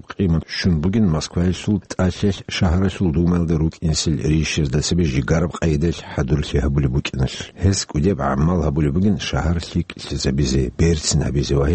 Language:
Avaric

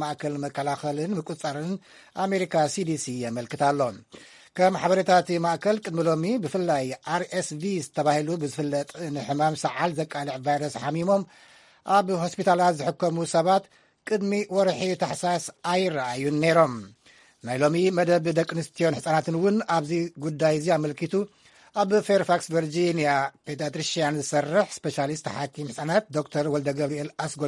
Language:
Tigrinya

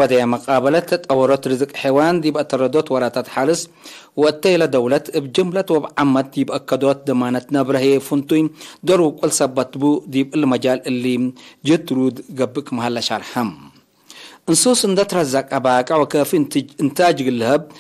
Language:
Tigre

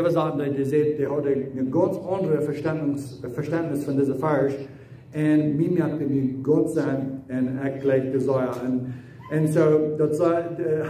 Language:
Plautdietsch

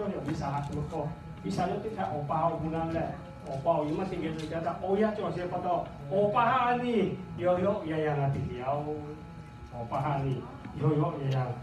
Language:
Lahu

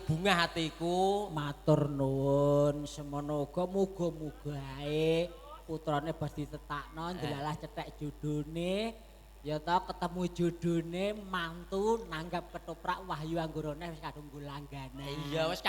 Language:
Javanese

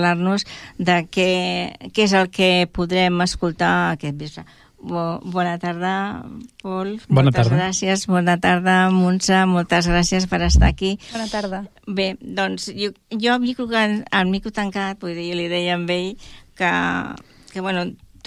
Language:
Catalan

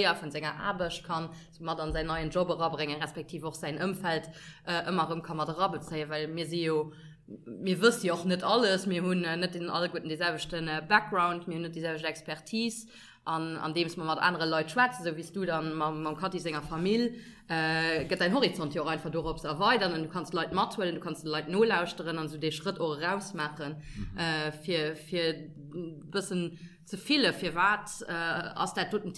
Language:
Luxembourgish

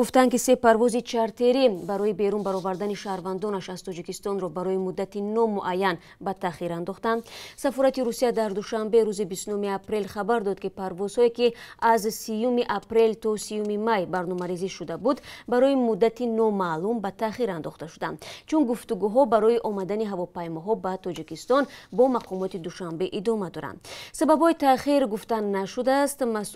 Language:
Tajik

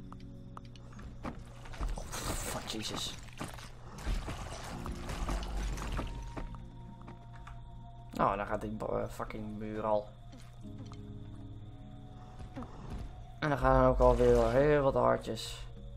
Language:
Dutch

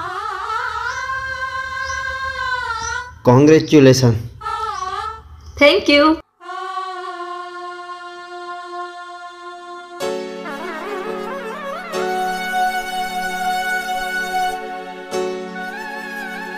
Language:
Gujarati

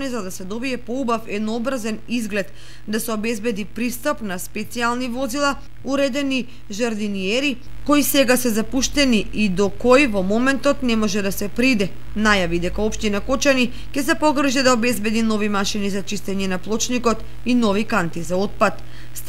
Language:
Macedonian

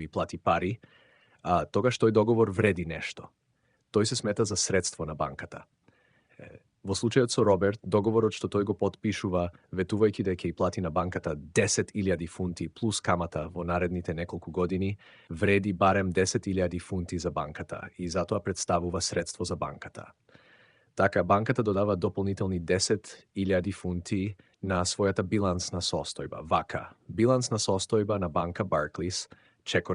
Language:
Macedonian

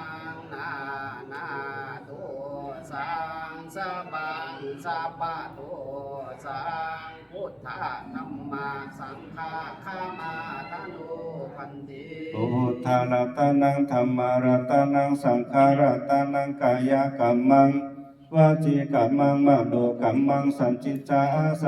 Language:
Pali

